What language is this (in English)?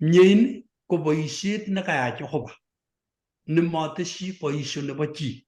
Kalenjin